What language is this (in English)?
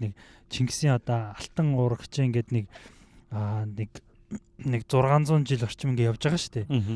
Mongolian